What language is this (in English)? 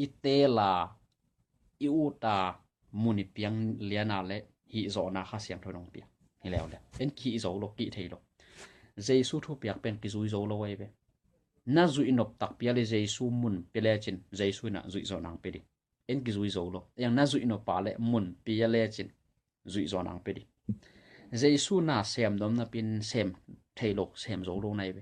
Tedim Chin